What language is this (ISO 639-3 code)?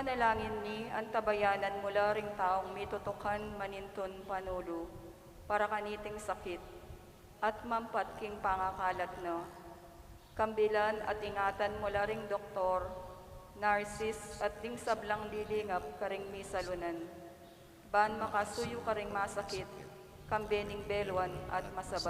pam